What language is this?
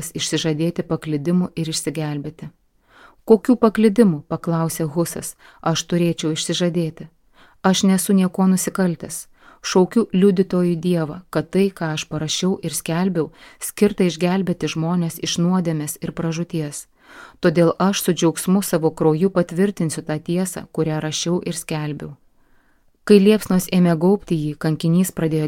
Lithuanian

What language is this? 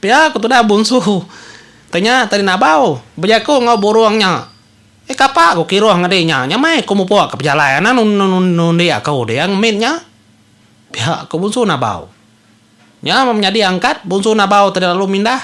Iban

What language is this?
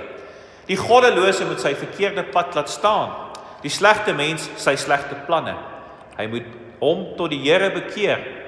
Afrikaans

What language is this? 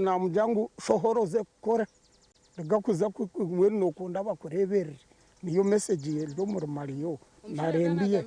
Nyankole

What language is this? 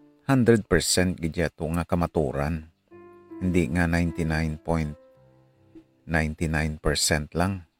Hiligaynon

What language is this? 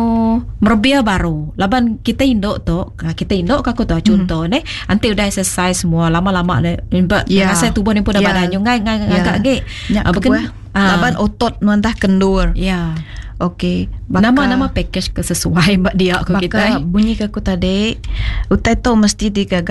Iban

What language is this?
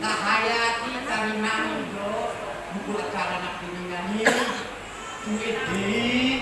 Batak Toba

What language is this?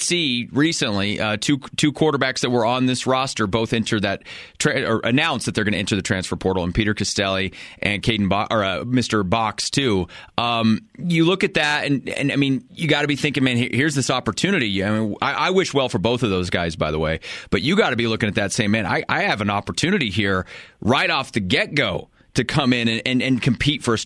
English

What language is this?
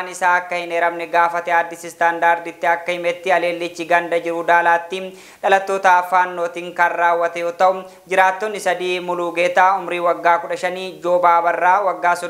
Oromo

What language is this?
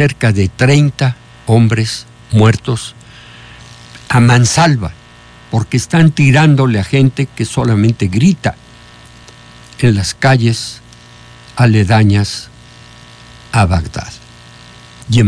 Spanish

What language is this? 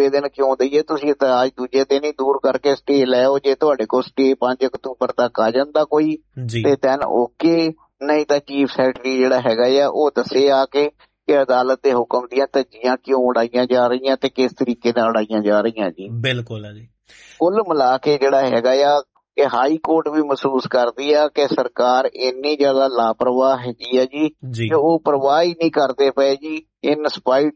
Punjabi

